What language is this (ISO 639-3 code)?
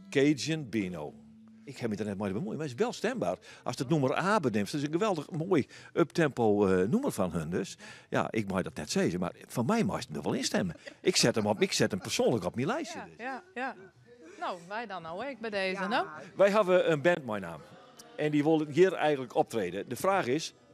fry